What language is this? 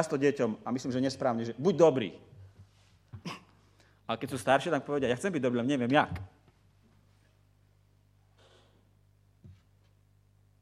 Slovak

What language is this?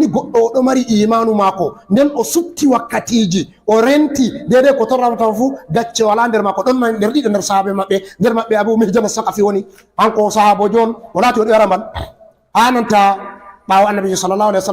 Fula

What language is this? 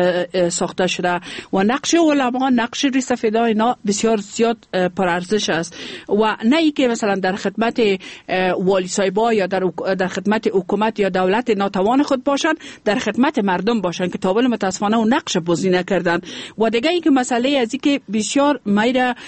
Persian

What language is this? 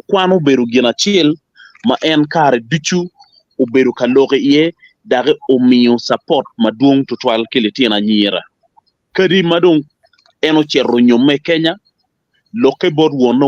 Acoli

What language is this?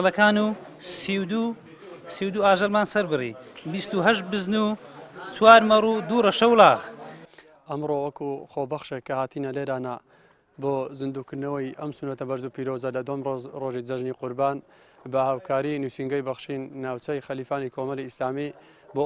Central Kurdish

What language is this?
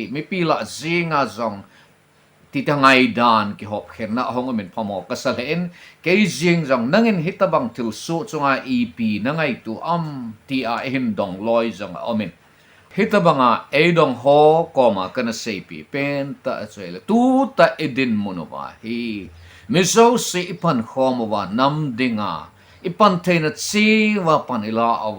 Thado Chin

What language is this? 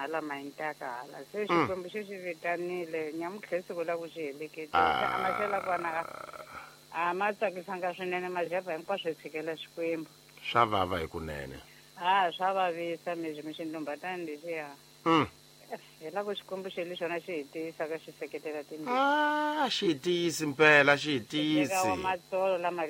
Tsonga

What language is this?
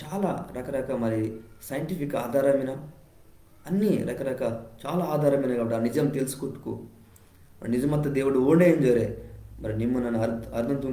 Koya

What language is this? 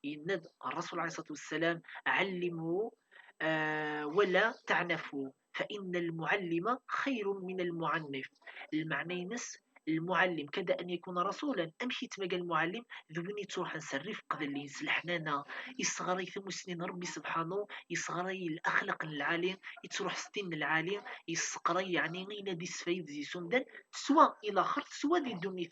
Kabyle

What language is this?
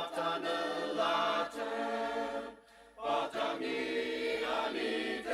Ao Naga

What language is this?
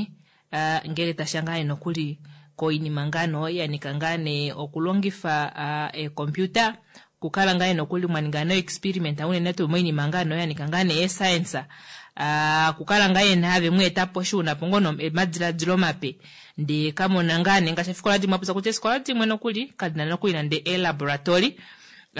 Kuanyama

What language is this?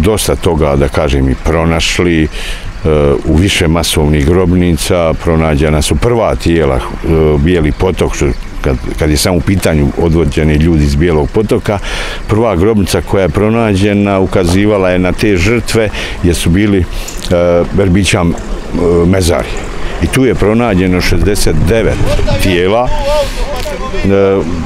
Bosnian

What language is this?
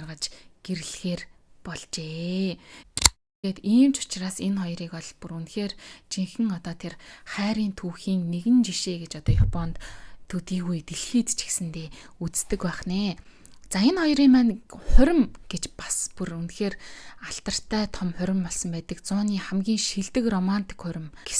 Mongolian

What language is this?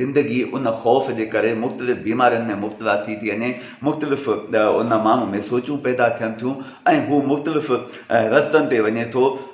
Sindhi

